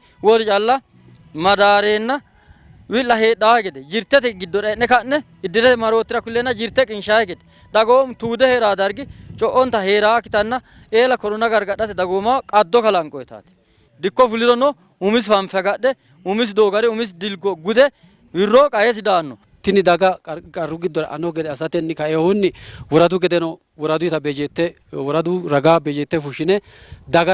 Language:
Sidamo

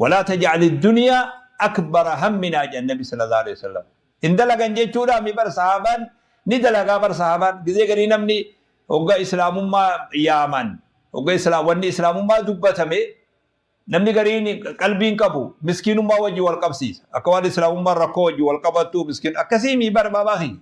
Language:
Oromo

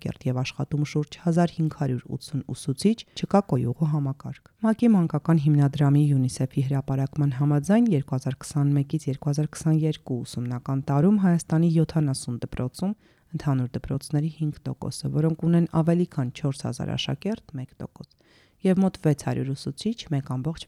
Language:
Armenian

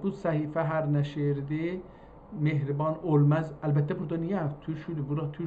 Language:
South Azerbaijani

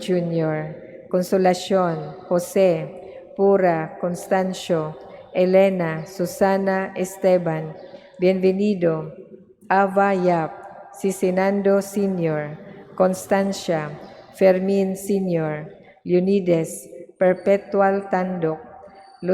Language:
Cebuano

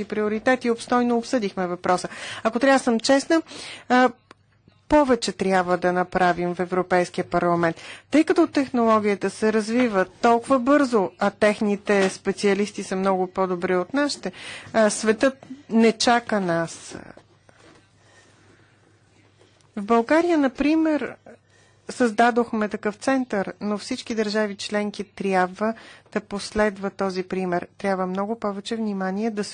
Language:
Bulgarian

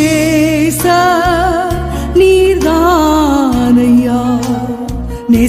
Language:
Tamil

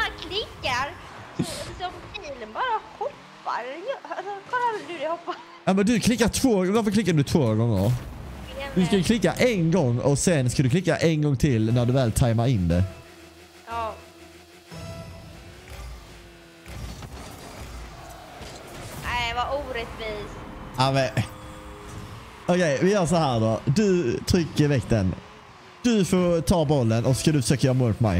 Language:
Swedish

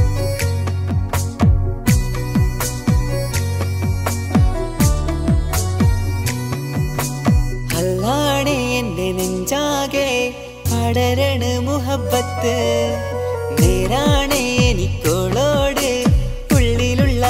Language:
Malayalam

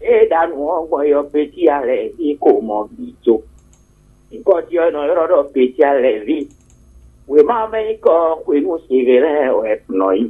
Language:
Fon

